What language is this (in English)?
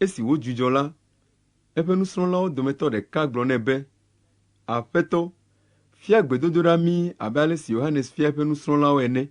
Ewe